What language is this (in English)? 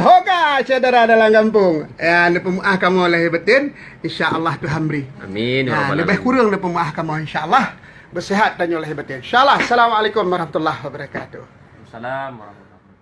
Achinese